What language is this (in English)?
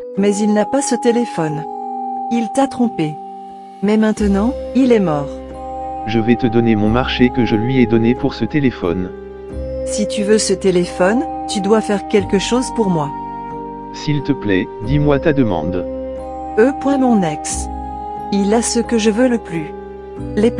French